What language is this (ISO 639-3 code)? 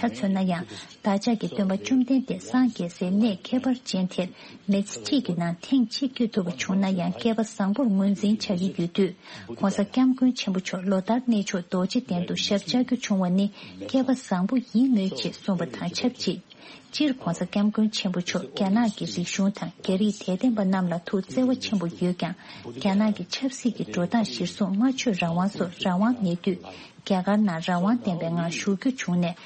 bod